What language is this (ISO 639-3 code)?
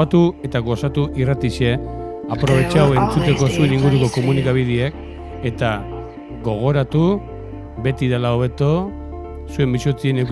eus